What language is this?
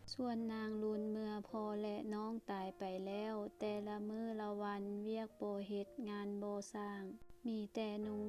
Lao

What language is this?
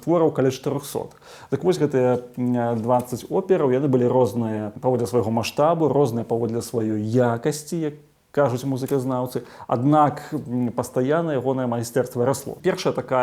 Belarusian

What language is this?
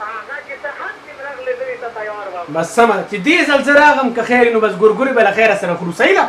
Pashto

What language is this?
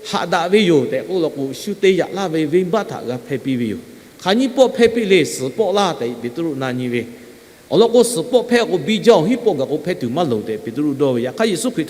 Lahu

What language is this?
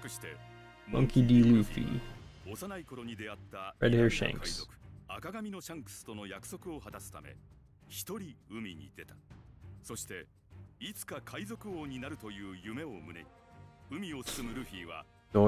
Japanese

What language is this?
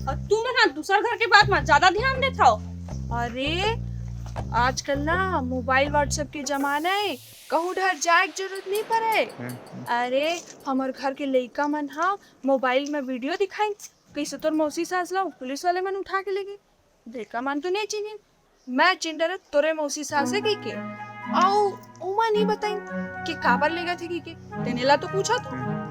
Chhattisgarhi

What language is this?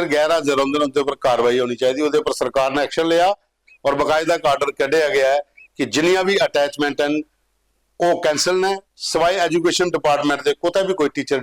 Dogri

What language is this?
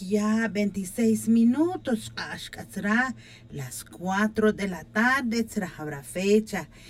Tz'utujil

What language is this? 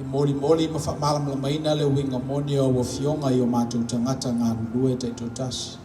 Samoan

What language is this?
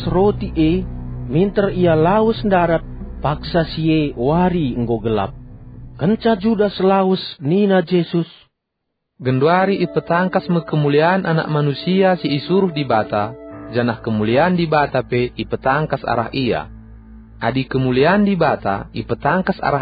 Batak Karo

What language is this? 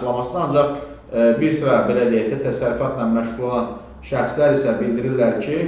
Azerbaijani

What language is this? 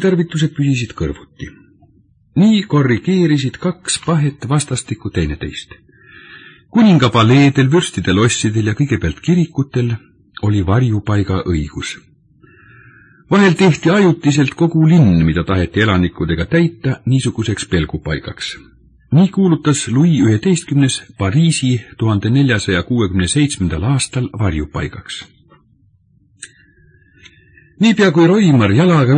Estonian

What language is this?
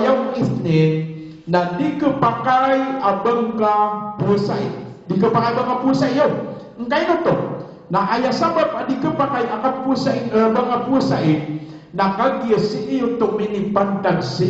Maranao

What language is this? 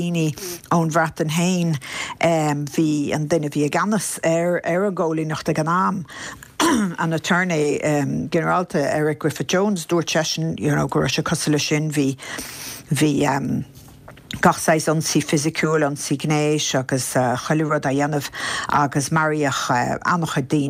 Irish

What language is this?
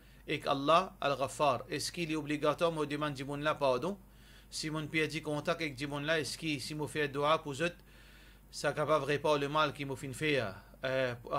Morisyen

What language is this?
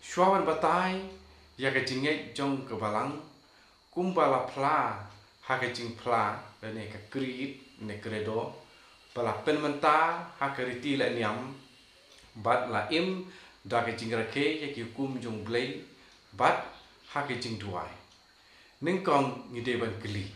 Khasi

